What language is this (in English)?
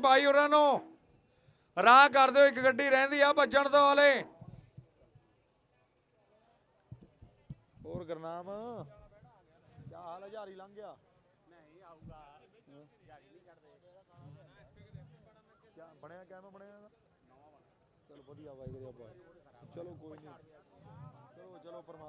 Punjabi